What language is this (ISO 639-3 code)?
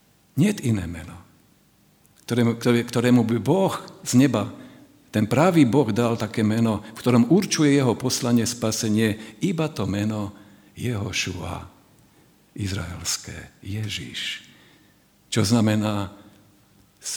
slk